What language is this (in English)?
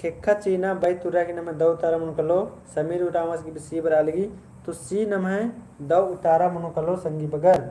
Kurukh